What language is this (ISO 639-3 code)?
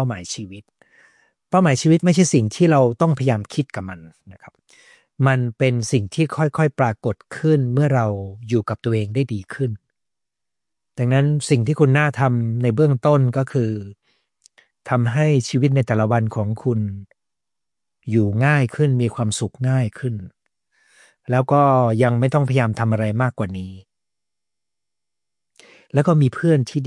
tha